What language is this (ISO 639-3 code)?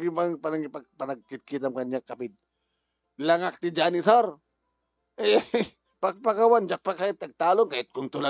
ilo